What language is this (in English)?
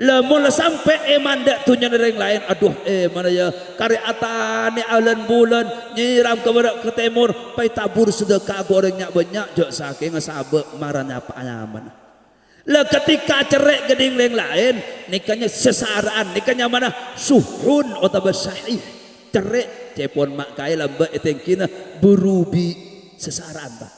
Madurese